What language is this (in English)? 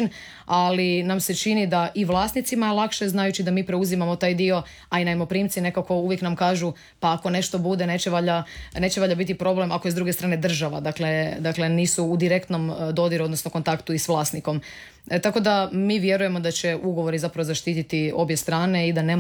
Croatian